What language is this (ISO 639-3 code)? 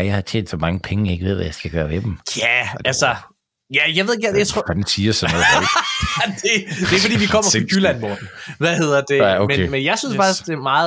dan